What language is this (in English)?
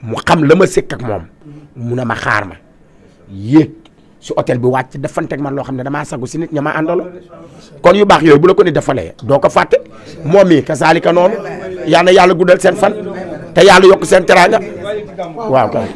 Wolof